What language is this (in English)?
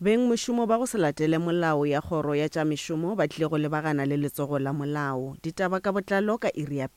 Northern Sotho